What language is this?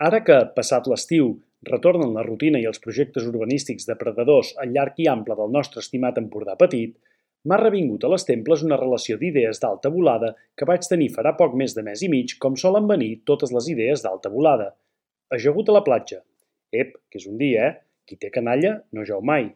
Catalan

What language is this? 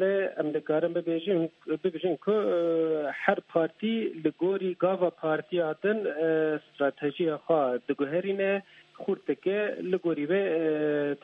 Kurdish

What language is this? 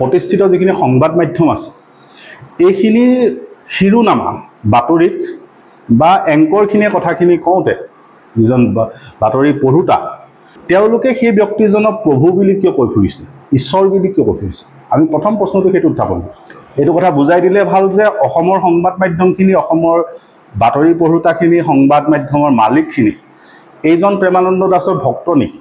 Assamese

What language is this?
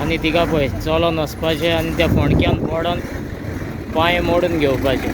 Konkani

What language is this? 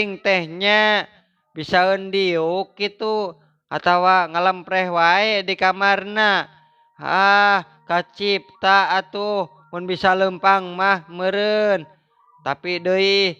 Sundanese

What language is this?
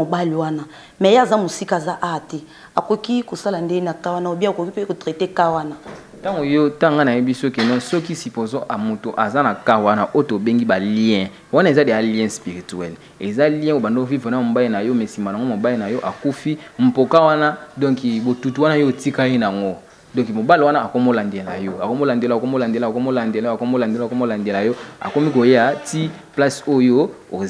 Lingala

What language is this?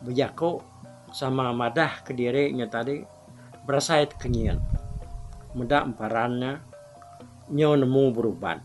Iban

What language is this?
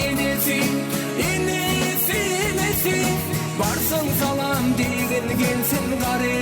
Turkmen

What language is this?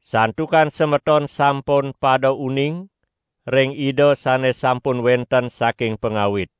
Balinese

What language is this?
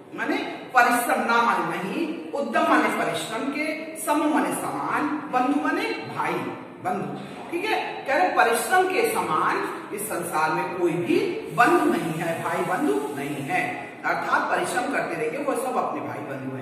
Hindi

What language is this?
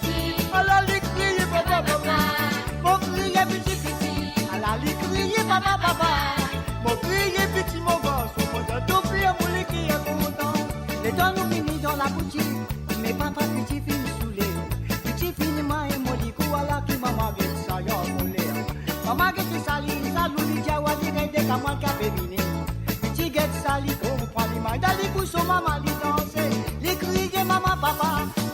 Morisyen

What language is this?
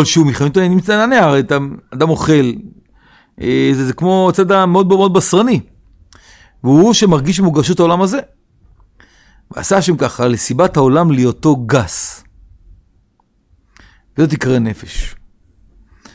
Hebrew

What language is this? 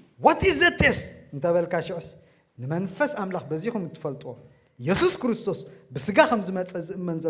Tigrinya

